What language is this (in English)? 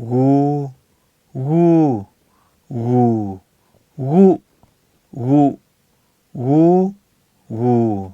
Lahu